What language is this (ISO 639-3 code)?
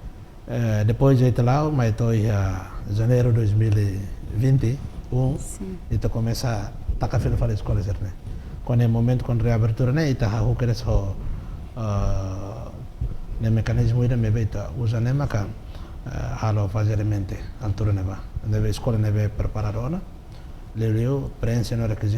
tet